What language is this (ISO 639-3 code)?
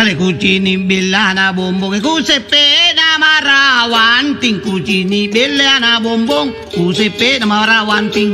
mak